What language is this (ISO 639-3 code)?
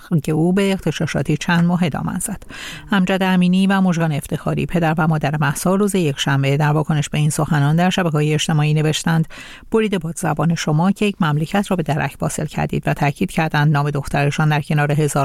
fas